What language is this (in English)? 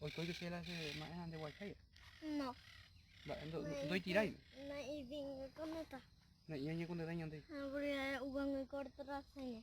Guarani